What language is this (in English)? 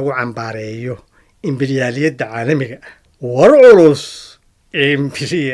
Somali